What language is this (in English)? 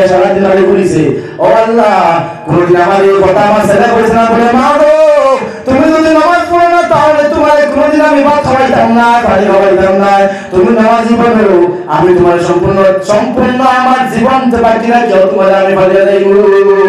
Sylheti